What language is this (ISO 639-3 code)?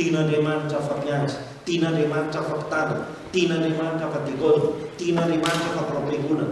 mlg